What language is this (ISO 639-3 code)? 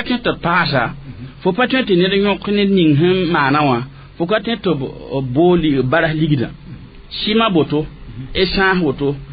mos